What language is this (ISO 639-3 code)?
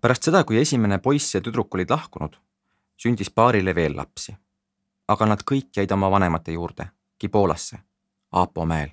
est